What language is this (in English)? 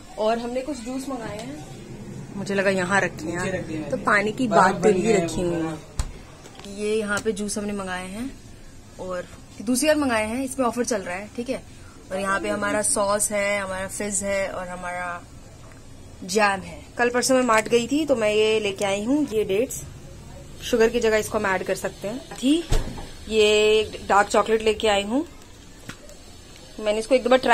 Hindi